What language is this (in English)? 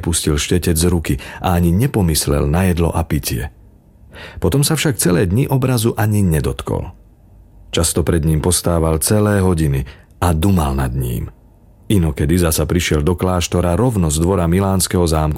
Slovak